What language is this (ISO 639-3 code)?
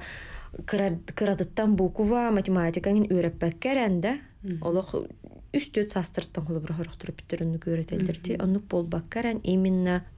sah